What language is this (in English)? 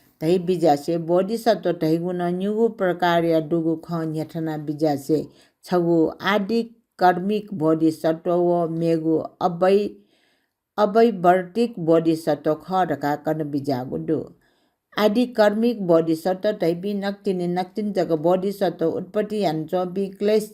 Newari